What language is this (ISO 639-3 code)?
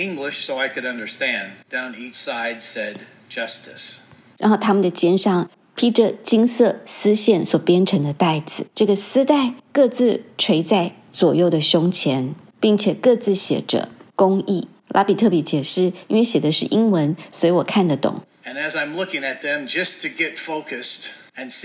zho